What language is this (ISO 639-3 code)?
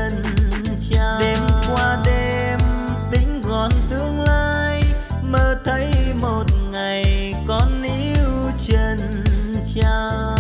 vie